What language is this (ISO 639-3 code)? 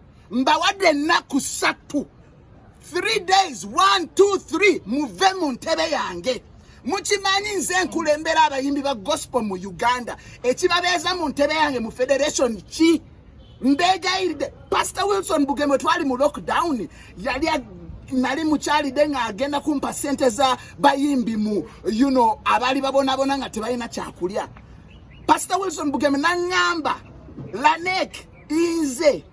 lug